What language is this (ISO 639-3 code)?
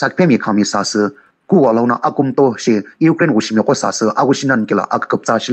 nsm